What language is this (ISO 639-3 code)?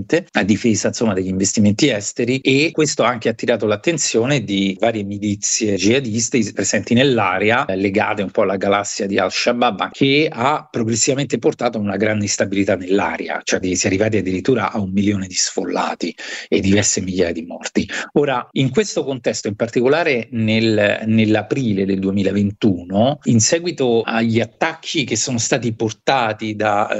ita